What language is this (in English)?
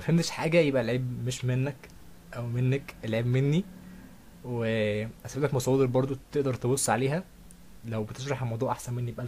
Egyptian Arabic